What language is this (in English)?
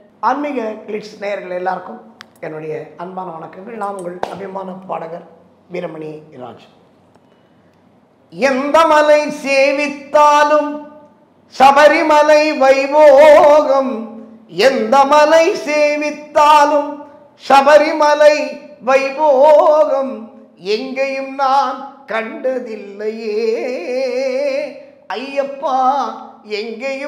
Tamil